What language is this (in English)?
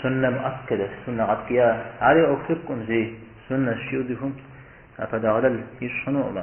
Kabardian